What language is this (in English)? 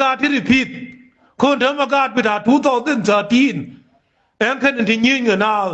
Nuer